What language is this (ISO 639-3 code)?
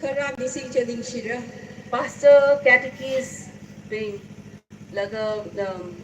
nmf